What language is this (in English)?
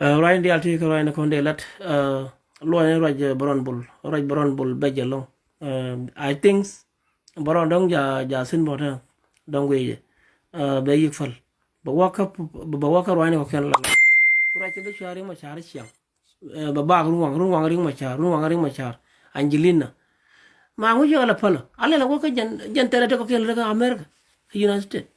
Nuer